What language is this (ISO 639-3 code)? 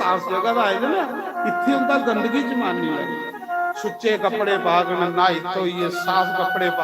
doi